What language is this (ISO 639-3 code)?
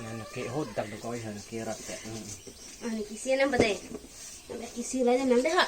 mjw